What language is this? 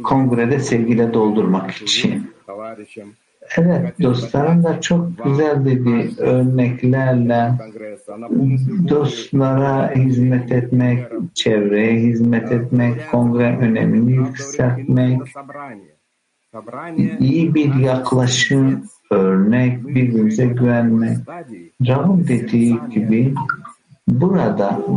Turkish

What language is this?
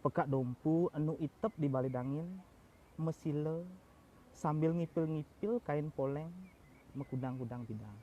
Balinese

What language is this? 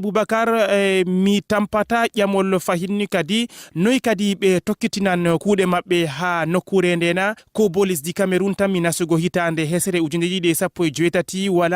Fula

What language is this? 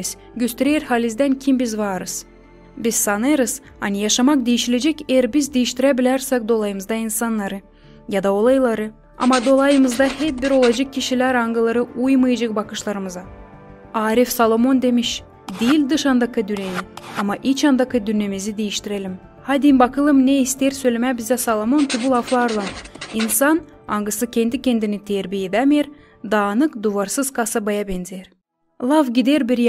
Gagauz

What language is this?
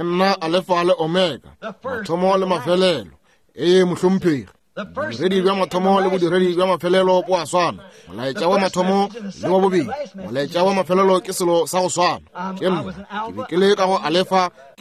Northern Sotho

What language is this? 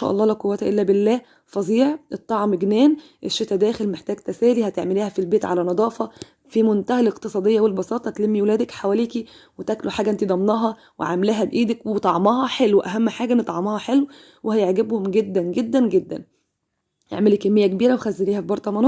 Egyptian Arabic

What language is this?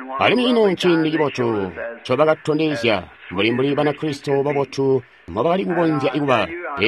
Tonga (Zambia)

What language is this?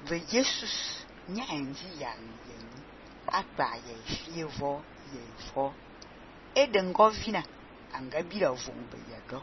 Fang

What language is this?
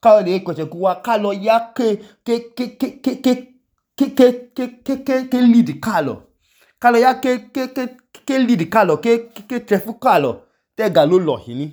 Idoma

